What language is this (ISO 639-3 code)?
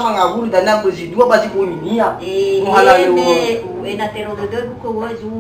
nia